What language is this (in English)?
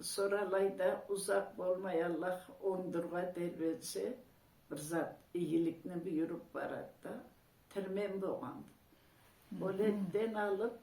Karachay-Balkar